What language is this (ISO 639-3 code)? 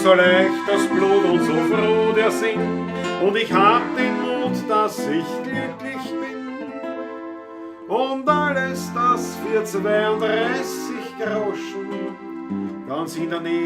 bar